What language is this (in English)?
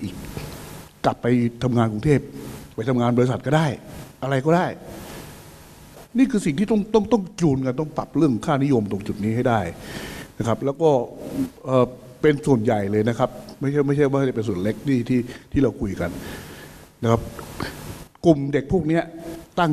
Thai